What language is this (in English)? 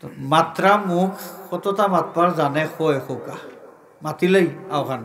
Sylheti